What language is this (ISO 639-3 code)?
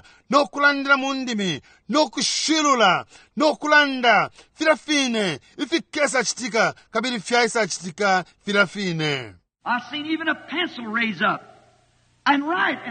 bem